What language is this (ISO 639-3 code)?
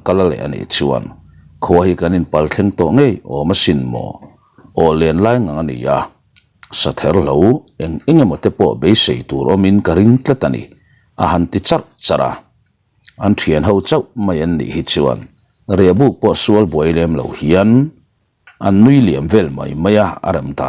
lus